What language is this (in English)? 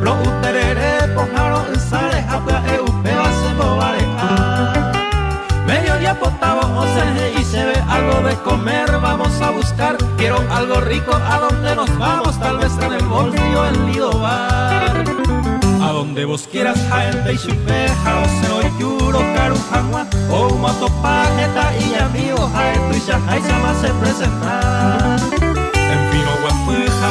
Guarani